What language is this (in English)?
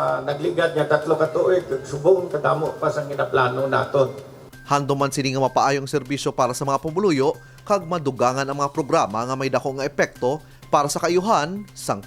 Hiligaynon